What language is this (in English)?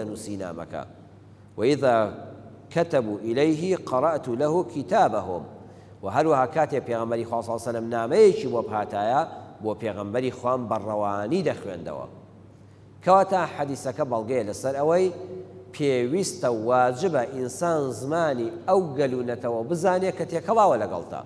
Central Kurdish